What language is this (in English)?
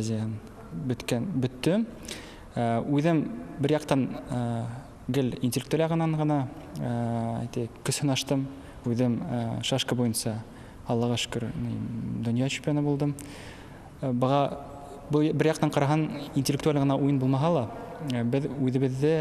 Bashkir